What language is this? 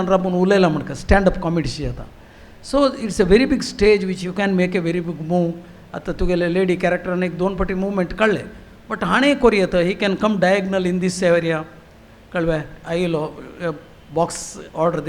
Konkani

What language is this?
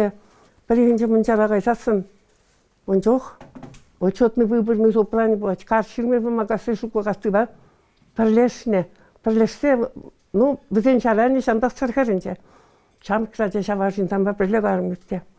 Chuvash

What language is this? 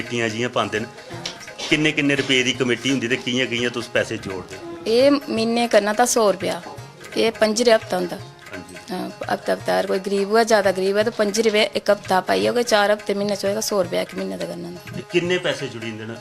Dogri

